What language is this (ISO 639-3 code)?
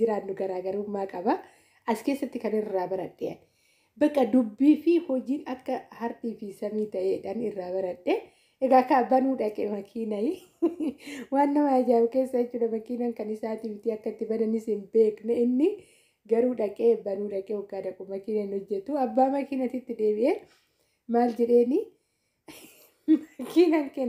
orm